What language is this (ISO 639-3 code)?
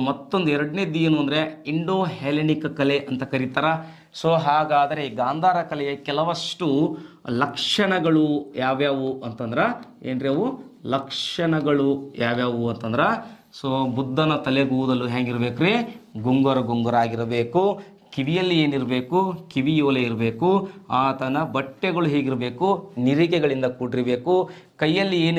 kan